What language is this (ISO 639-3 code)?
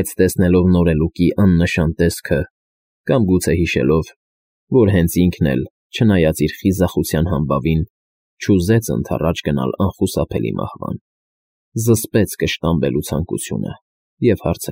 hye